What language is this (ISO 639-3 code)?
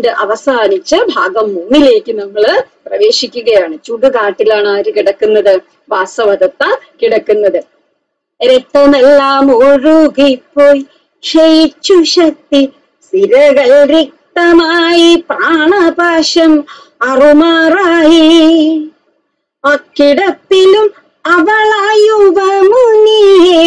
mal